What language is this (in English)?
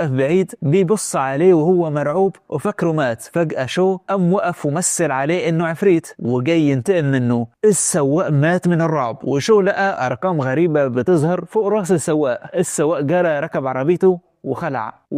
Egyptian Arabic